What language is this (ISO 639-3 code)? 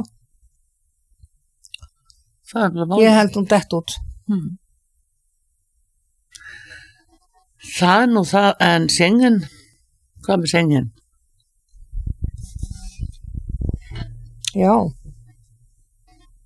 isl